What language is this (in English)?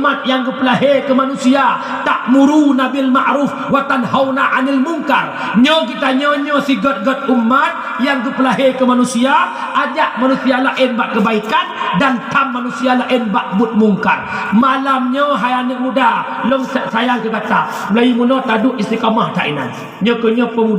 Achinese